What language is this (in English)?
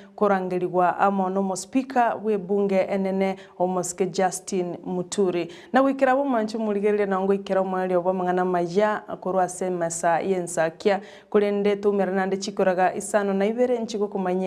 Gusii